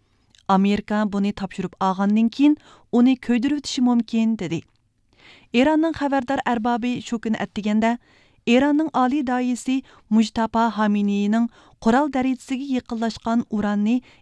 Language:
Uyghur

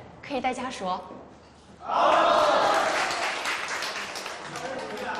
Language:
Chinese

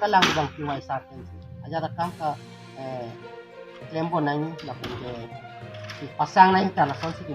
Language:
Karbi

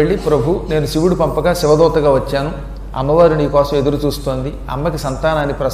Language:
Telugu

